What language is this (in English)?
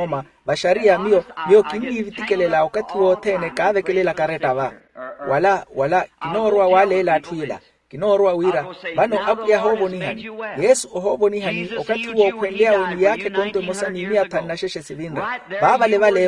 Makhuwa